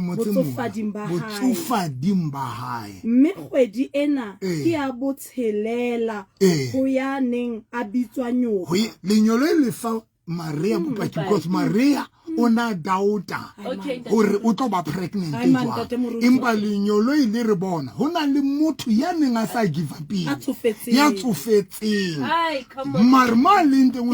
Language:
Southern Sotho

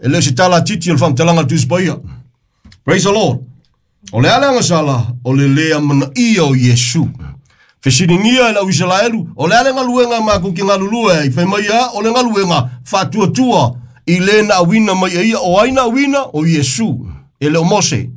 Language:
Samoan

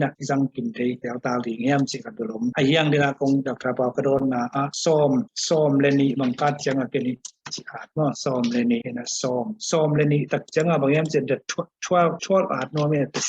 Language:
Tedim Chin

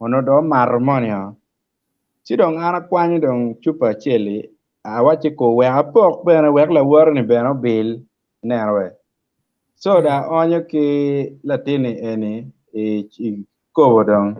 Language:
Acoli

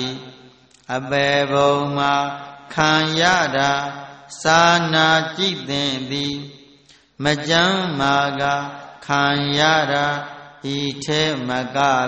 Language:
Burmese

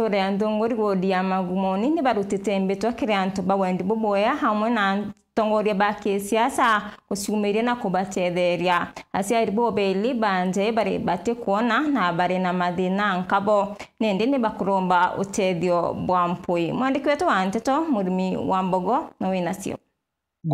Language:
Meru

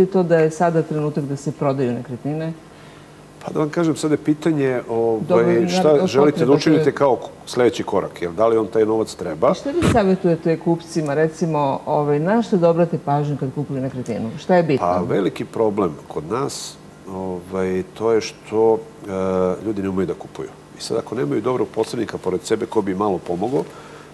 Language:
Serbian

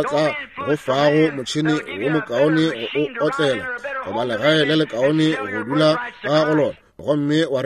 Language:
Northern Sotho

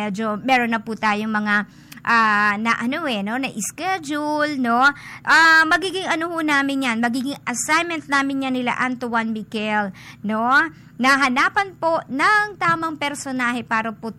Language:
Filipino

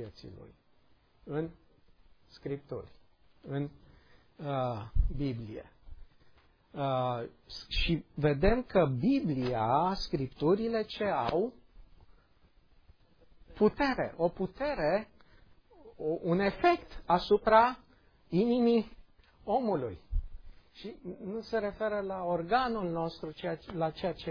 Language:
Romanian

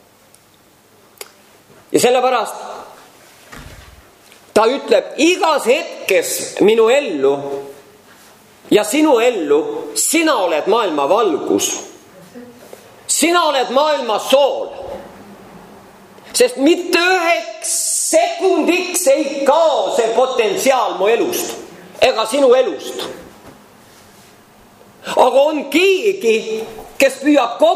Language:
Estonian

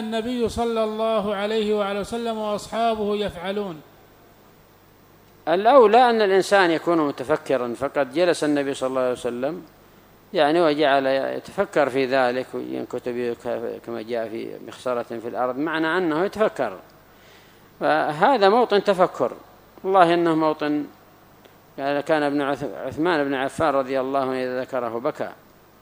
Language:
Arabic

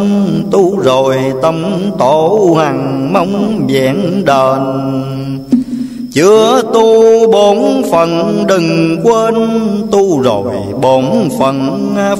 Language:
Vietnamese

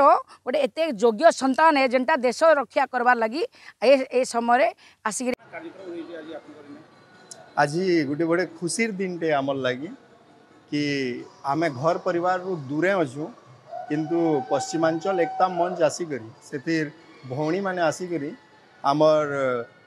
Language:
Odia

